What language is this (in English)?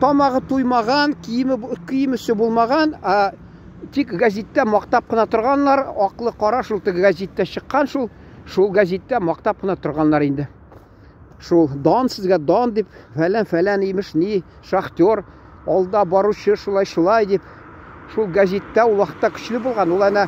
Tatar